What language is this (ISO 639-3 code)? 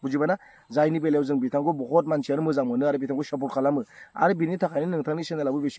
brx